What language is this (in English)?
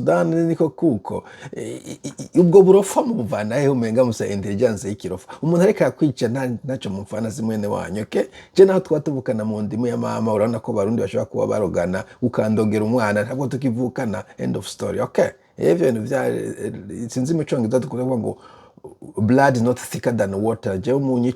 Rundi